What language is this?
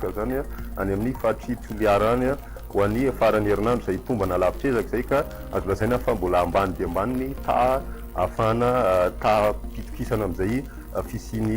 Malagasy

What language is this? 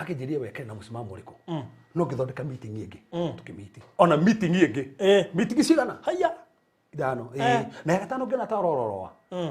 Kikuyu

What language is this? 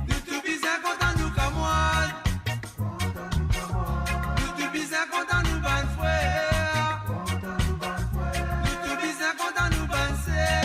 Morisyen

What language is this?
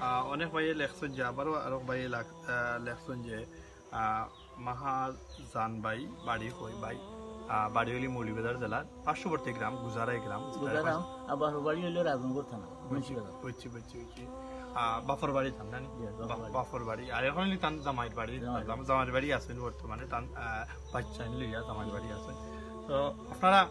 Sylheti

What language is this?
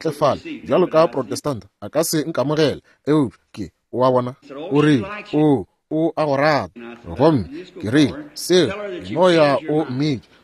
Northern Sotho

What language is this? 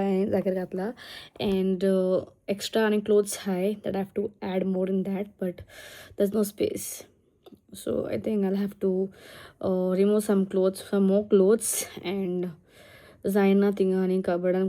Konkani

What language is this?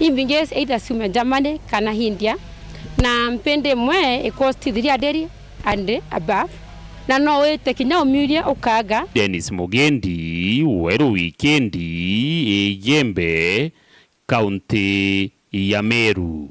Meru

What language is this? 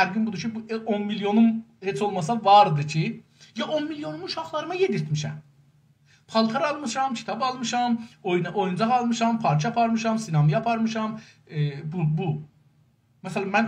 South Azerbaijani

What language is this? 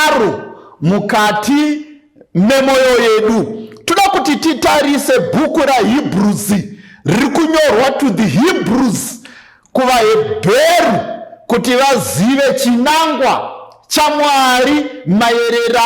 Shona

